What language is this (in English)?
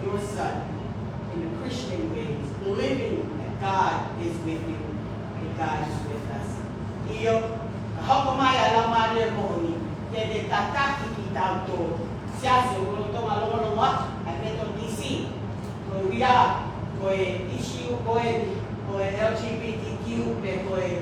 Tongan